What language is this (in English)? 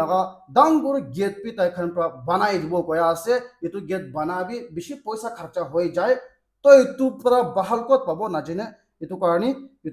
Naga Pidgin